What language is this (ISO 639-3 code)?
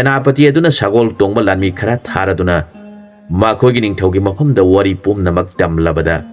mni